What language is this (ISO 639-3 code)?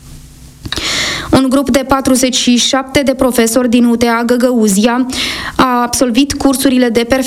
ron